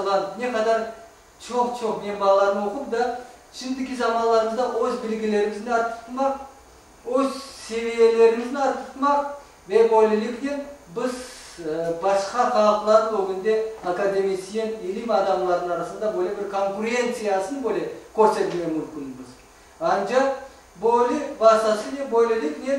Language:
Crimean Tatar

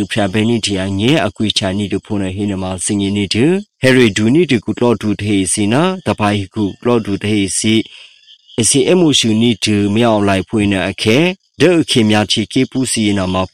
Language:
Burmese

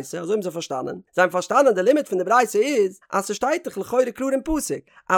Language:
Yiddish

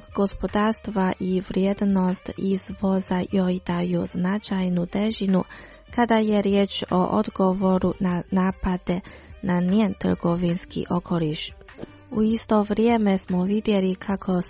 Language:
Croatian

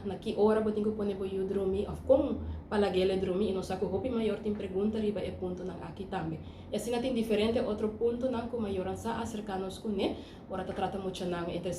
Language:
Papiamento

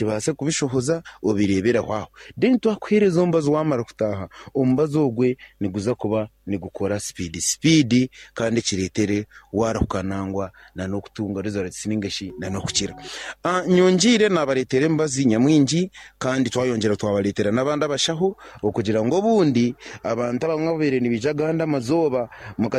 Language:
Nyankole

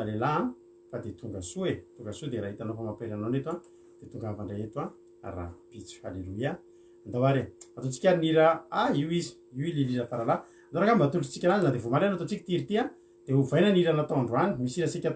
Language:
Malagasy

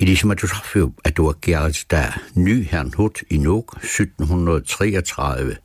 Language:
Kalaallisut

